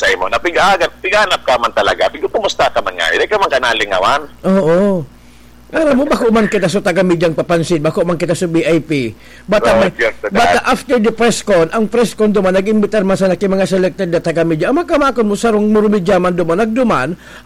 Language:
Bikol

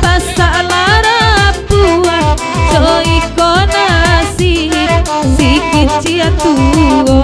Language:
Minangkabau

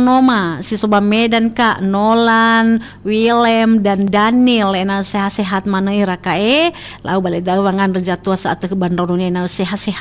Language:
Nias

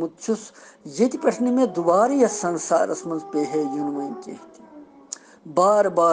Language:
Kashmiri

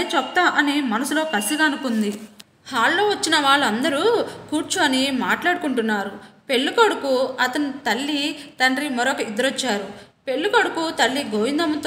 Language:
Telugu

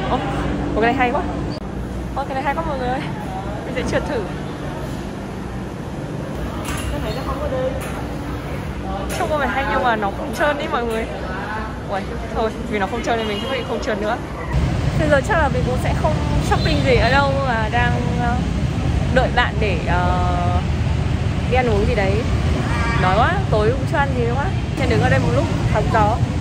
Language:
Vietnamese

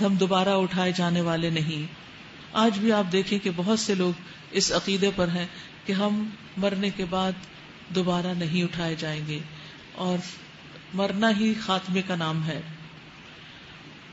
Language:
Urdu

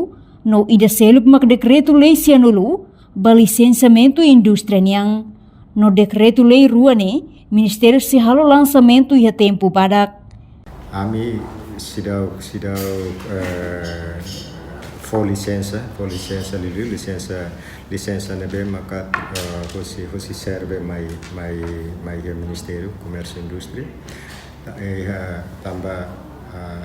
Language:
Tetum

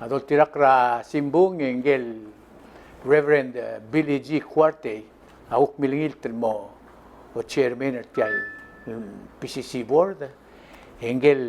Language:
Palauan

